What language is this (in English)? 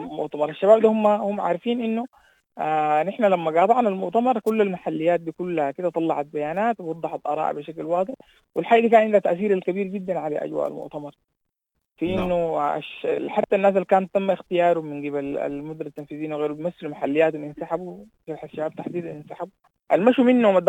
Sudanese Arabic